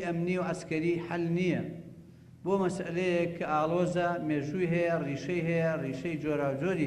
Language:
Central Kurdish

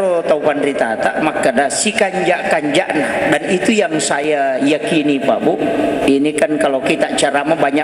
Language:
Buginese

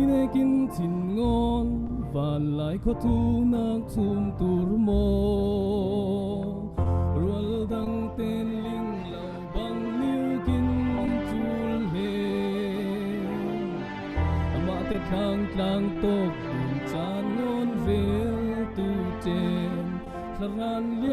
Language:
Falam Chin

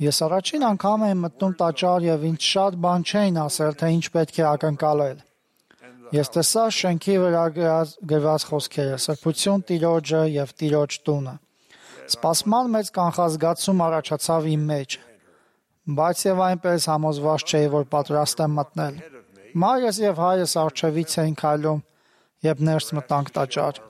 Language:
Armenian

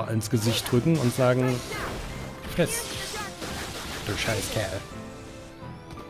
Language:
German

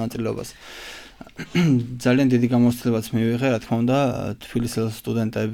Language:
Georgian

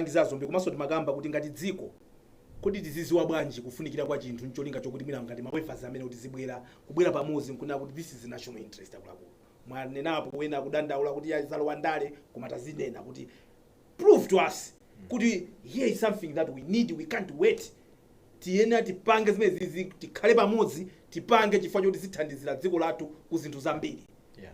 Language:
Nyanja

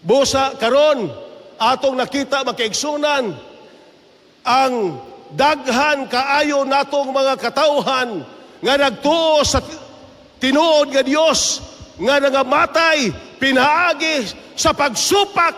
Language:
Cebuano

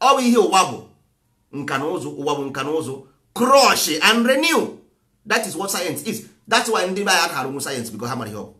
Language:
Igbo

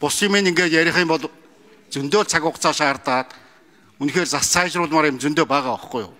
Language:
Mongolian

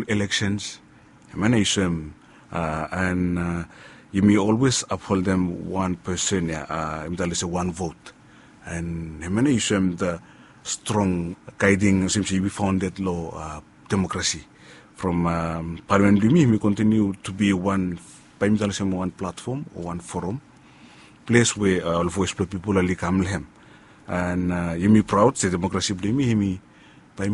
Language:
Bislama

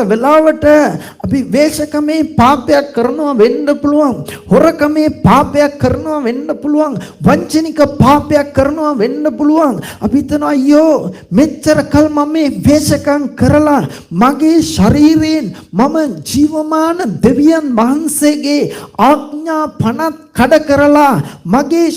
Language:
Sinhala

